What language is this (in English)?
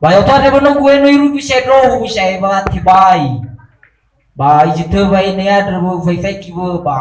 Nias